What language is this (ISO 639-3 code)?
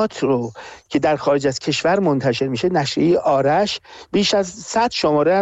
fas